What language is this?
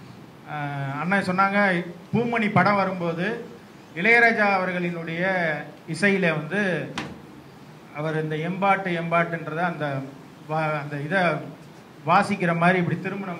Tamil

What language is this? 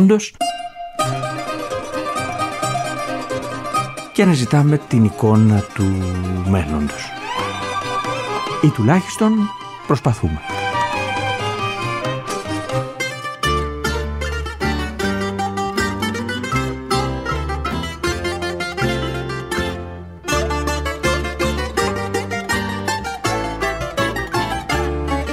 Greek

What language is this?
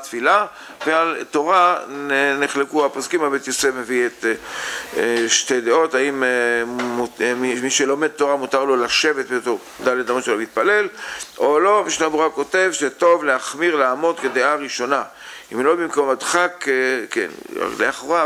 Hebrew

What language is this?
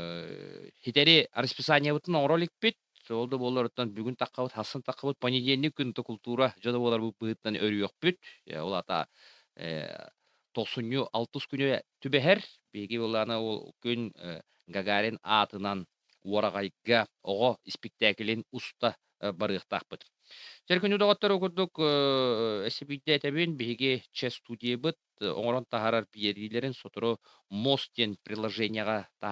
Yakut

